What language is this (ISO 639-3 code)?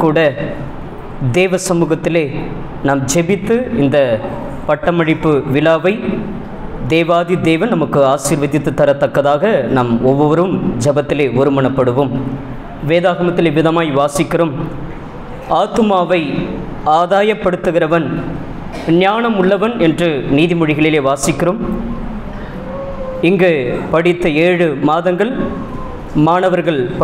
tam